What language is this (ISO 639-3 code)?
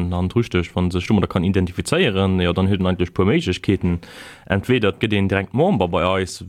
ltz